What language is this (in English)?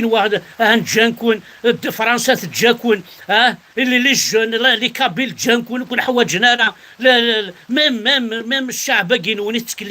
Kabyle